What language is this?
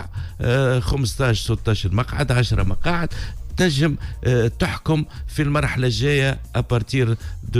Tunisian Arabic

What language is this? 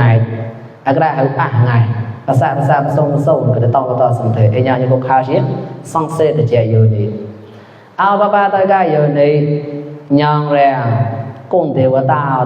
Mon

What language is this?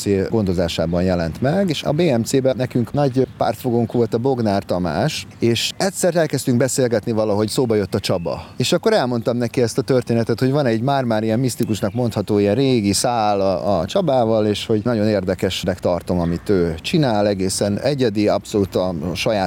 Hungarian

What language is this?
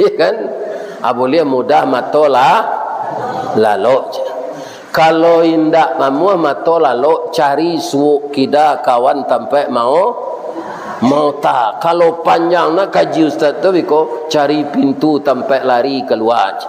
Minangkabau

